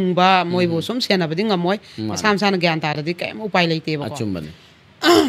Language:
Manipuri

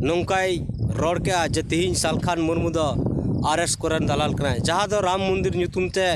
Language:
Santali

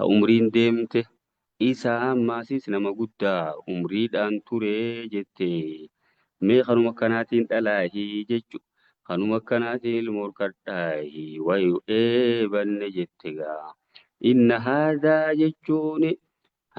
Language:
Oromo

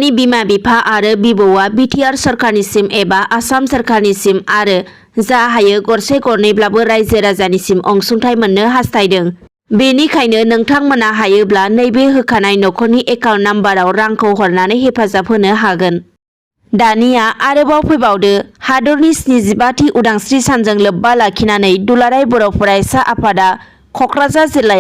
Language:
Bodo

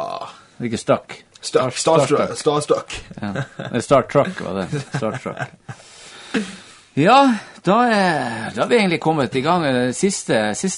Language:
Norwegian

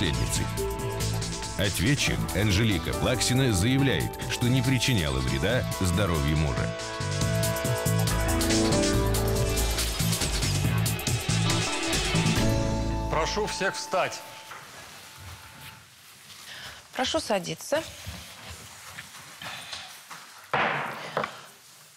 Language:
Russian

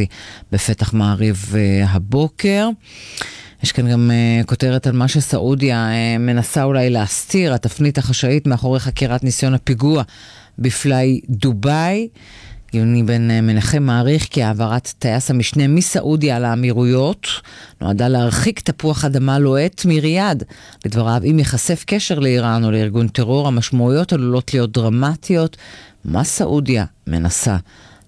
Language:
Hebrew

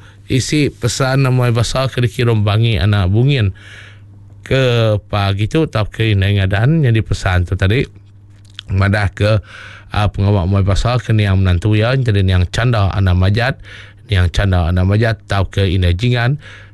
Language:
Iban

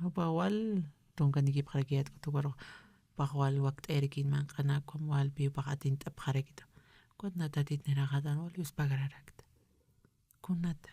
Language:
Aymara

